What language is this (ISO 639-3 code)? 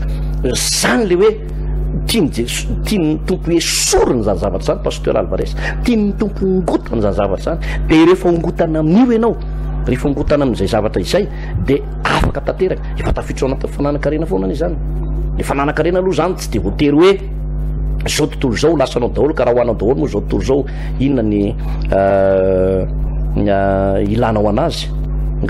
mlg